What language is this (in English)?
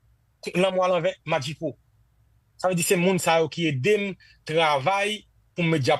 Haitian Creole